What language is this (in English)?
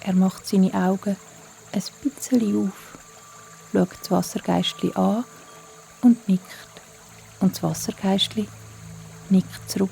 Swiss German